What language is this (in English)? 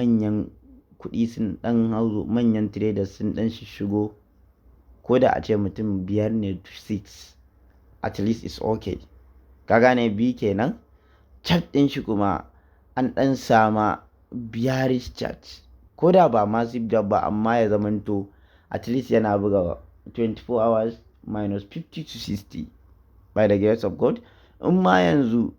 Hausa